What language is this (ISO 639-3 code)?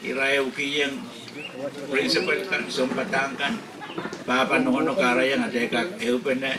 pon